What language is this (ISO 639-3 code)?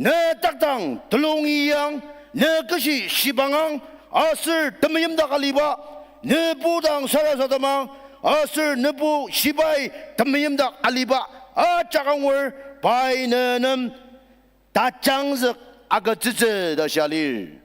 njo